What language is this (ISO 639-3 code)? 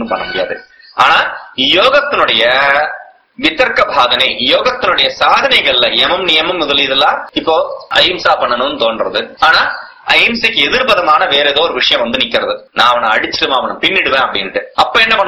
tam